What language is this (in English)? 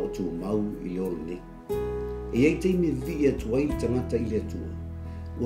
Samoan